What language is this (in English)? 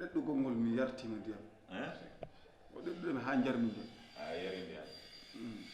Fula